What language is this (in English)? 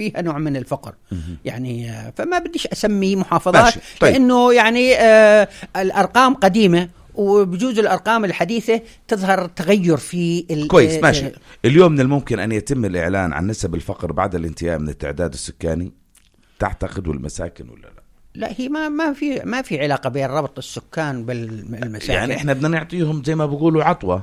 North Levantine Arabic